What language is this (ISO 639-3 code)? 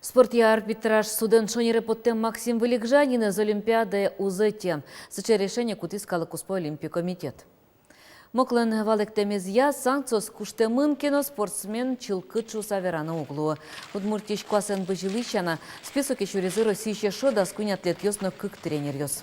udm